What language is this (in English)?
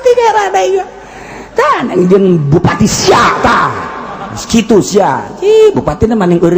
Sundanese